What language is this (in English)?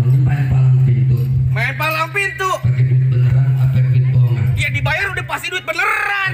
Betawi